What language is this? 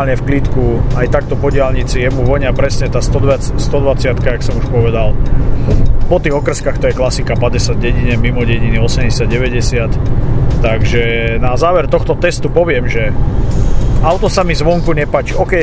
Slovak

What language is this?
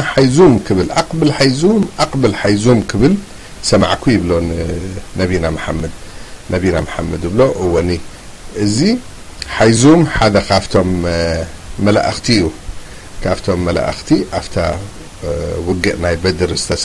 Tigrinya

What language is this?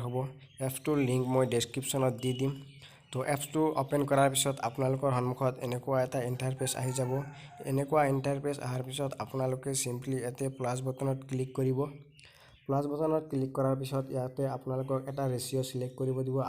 Assamese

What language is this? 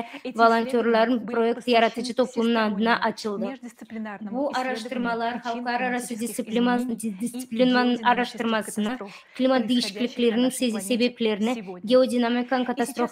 Gagauz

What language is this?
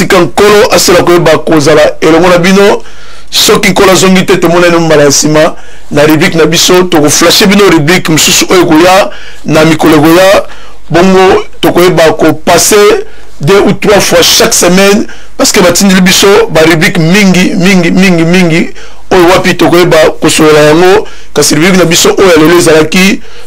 Lingala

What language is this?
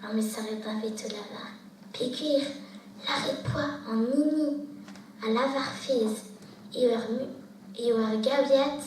Breton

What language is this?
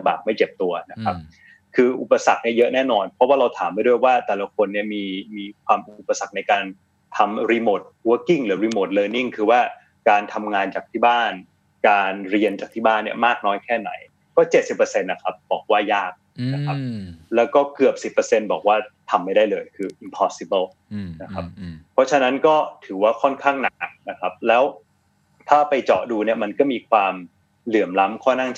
Thai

